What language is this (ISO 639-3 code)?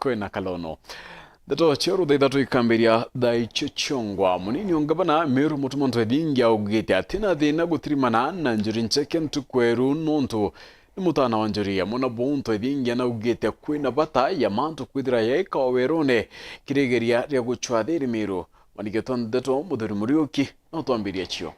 mer